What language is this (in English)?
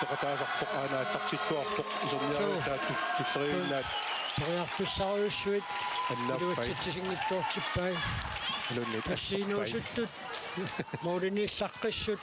Kalaallisut